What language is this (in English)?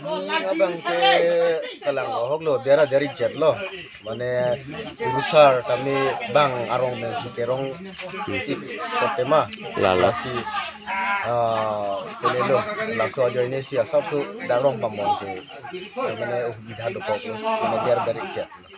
Karbi